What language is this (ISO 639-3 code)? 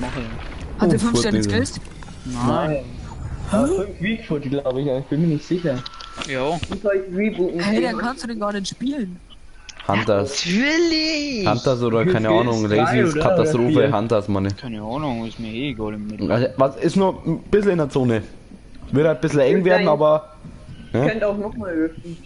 bar